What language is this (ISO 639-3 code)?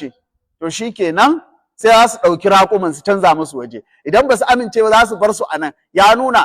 hau